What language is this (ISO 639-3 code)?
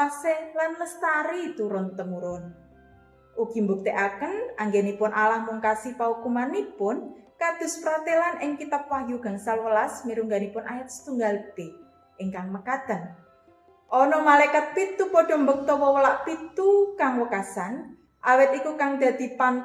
jav